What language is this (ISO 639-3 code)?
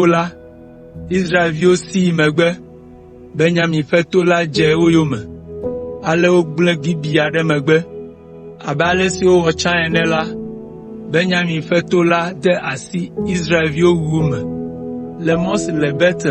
ewe